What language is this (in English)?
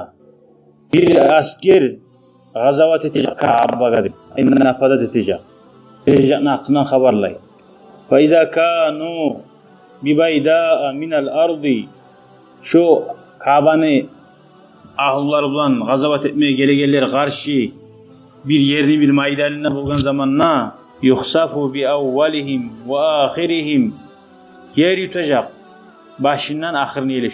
Kumyk